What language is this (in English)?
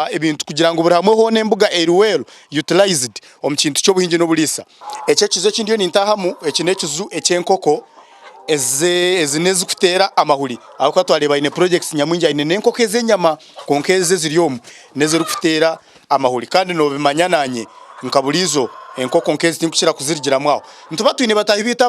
Nyankole